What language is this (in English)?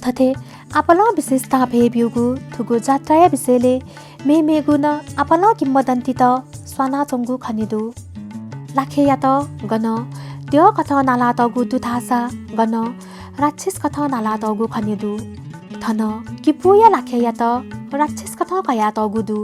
Newari